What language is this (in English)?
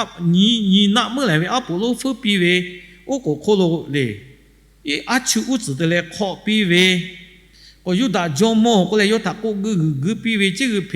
Lahu